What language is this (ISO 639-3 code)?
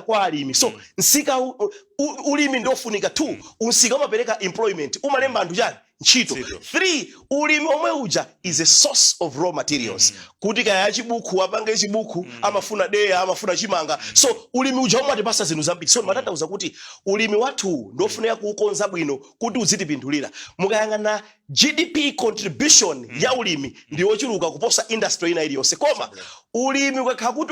nya